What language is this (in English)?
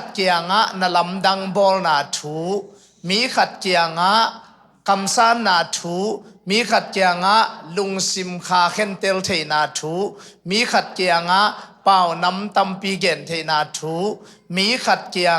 Tedim Chin